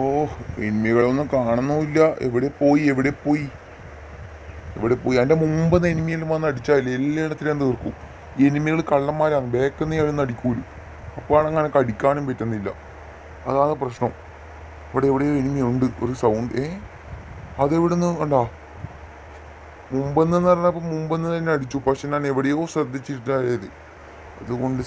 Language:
Malayalam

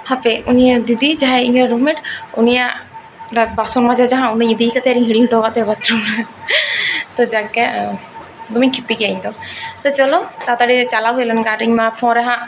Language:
Santali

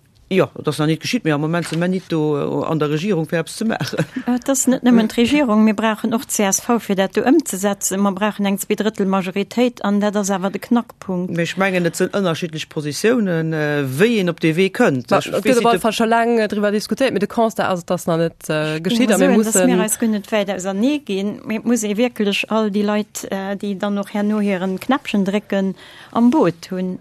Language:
Luxembourgish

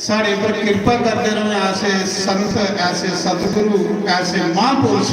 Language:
Dogri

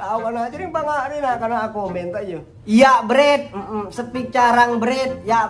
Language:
Madurese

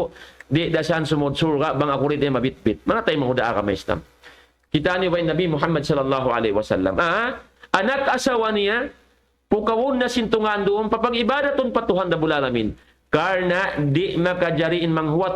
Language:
Tausug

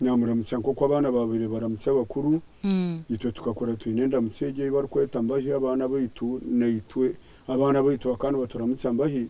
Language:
Nyankole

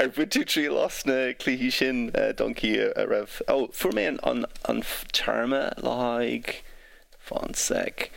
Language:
Irish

